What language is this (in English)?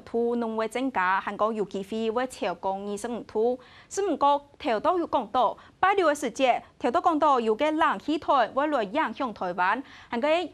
Hakka Chinese